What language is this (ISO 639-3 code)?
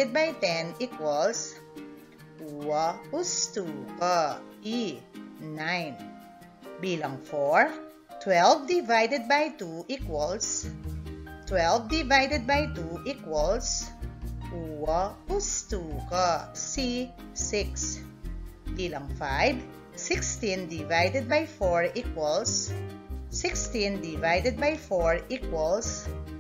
pam